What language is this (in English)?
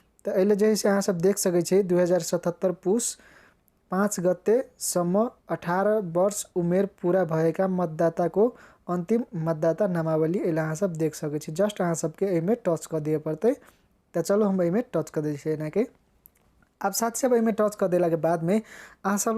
Maithili